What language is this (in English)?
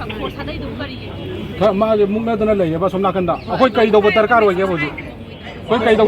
Manipuri